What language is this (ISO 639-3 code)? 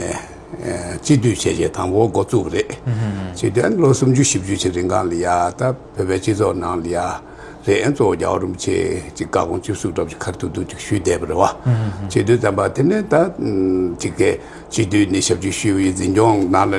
bod